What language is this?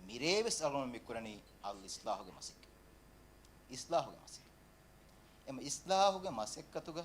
Divehi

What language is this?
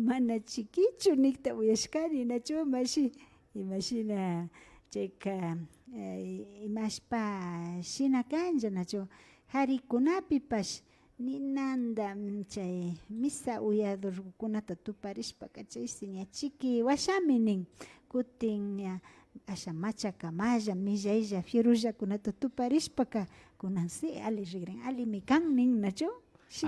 Imbabura Highland Quichua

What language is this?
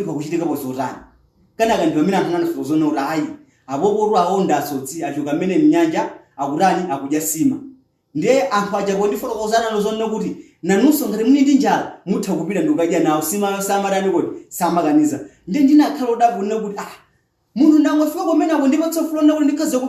Nyanja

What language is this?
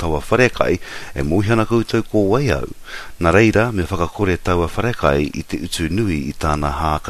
Māori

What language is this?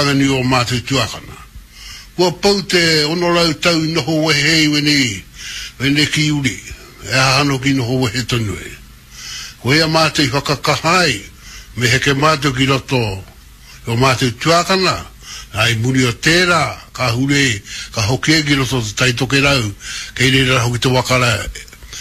Māori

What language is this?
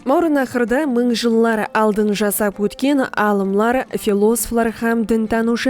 Kara-Kalpak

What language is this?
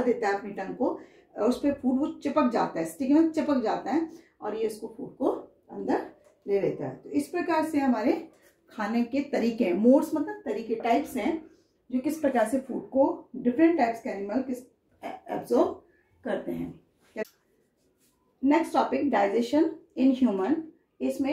Hindi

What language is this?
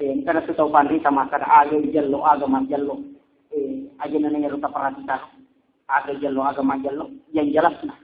Buginese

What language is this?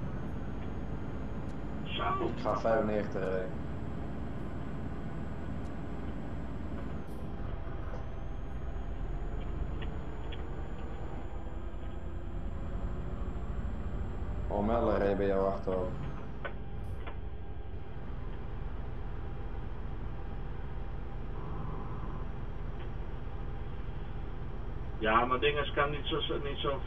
Dutch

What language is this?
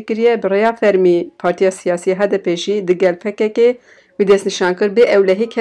Kurdish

